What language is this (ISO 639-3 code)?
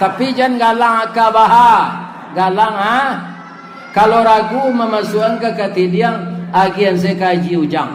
min